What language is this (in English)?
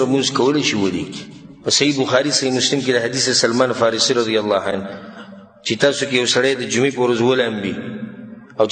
Pashto